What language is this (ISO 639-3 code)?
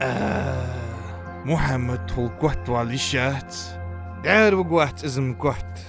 inh